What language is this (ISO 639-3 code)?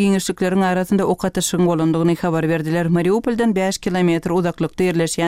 tuk